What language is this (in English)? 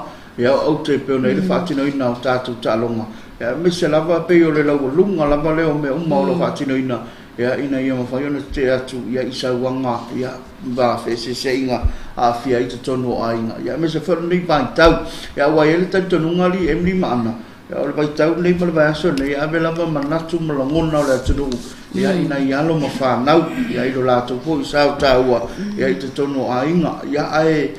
Samoan